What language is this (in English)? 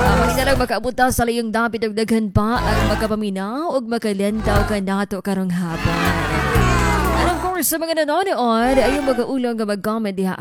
Cebuano